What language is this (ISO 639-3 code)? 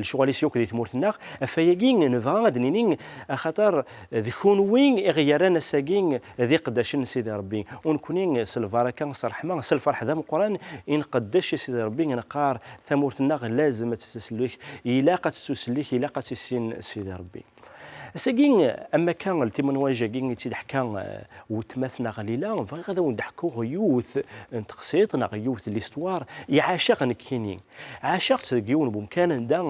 kab